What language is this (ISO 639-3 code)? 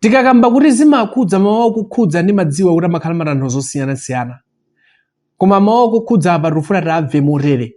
nya